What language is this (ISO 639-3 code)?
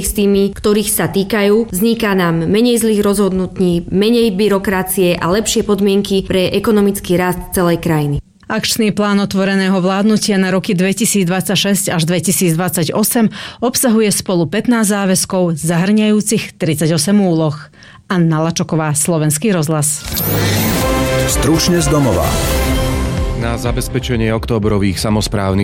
slk